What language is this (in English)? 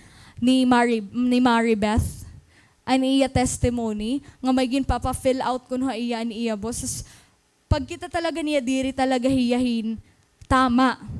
Waray